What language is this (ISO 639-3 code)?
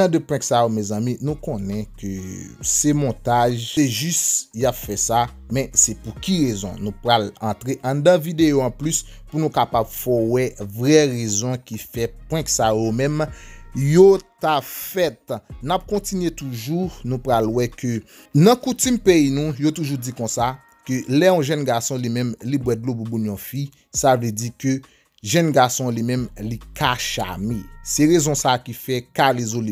hat